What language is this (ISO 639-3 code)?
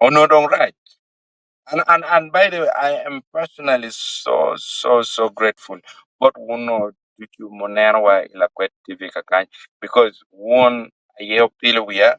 ach